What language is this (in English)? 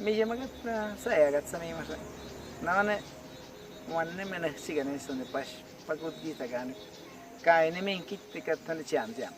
Awa-Cuaiquer